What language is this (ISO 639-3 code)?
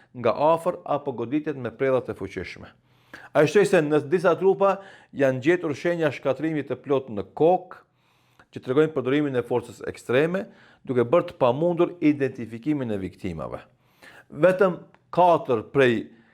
sqi